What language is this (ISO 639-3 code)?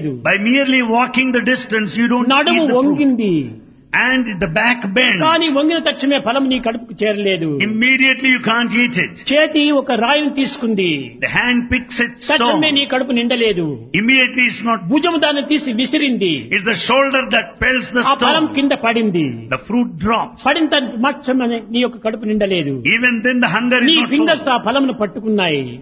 tel